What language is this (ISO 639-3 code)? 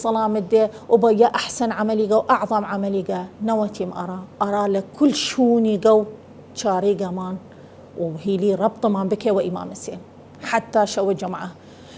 sdh